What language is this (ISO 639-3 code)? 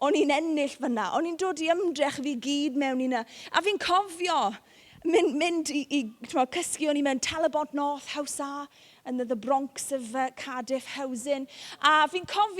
cym